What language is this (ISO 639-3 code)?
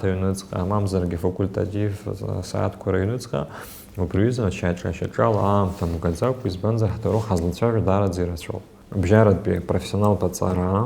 abk